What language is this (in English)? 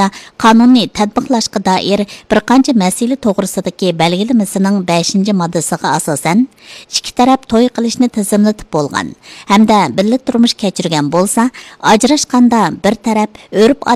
Uyghur